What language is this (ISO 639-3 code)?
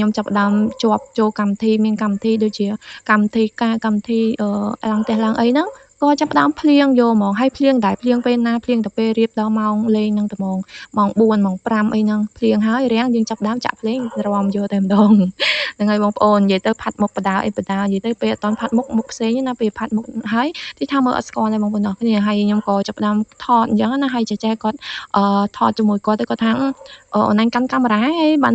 khm